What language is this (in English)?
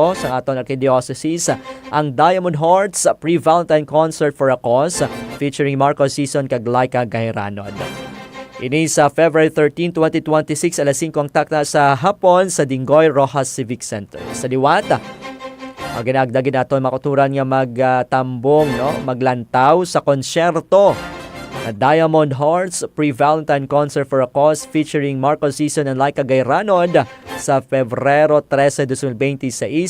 Hiligaynon